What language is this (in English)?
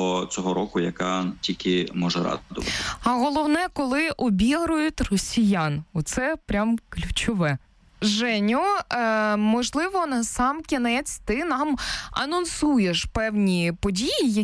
Ukrainian